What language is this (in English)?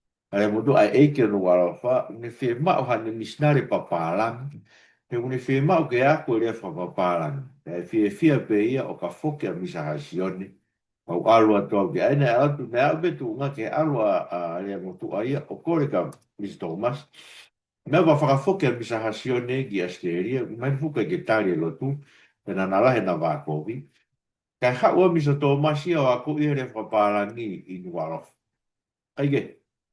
Tongan